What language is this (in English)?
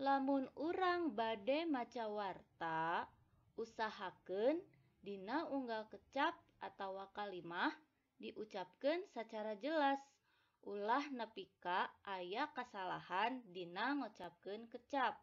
Sundanese